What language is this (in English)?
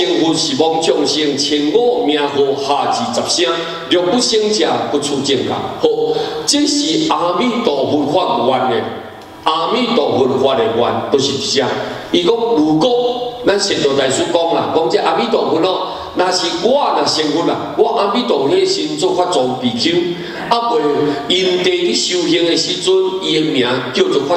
Min Nan Chinese